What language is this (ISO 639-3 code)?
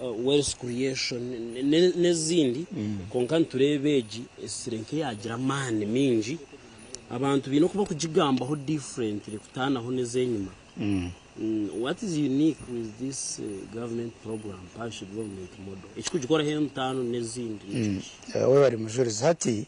nyn